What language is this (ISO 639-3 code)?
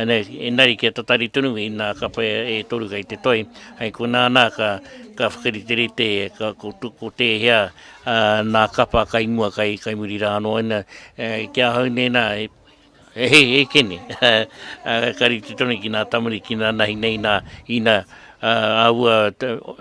mri